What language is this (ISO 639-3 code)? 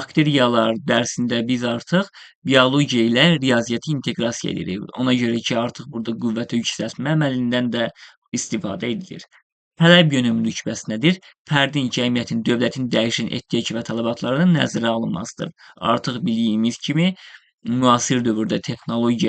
aze